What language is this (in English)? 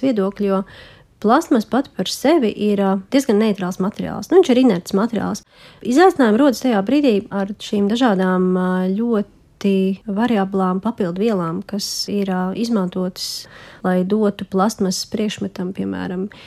Latvian